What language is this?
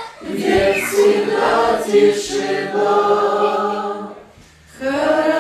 Russian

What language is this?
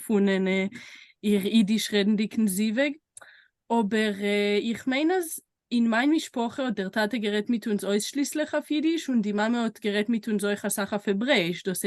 Yiddish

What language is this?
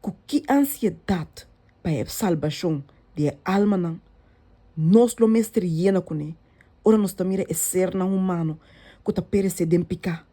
Papiamento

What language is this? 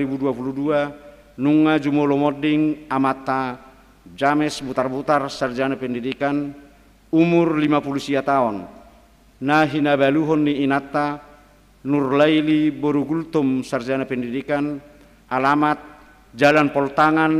Batak Toba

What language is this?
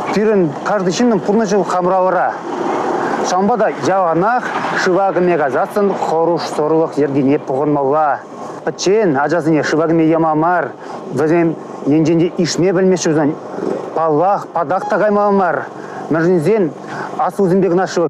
Chuvash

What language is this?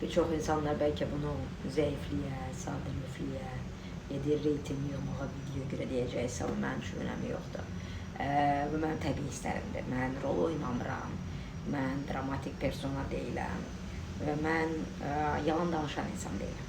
Azerbaijani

